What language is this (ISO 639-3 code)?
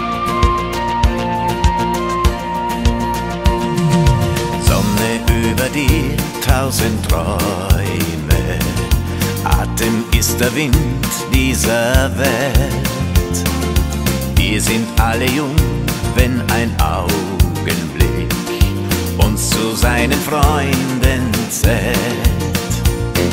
deu